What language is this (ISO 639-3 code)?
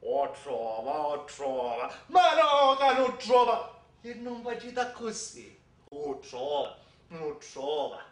scn